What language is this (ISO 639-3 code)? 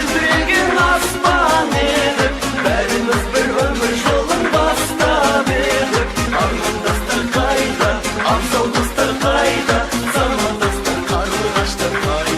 kaa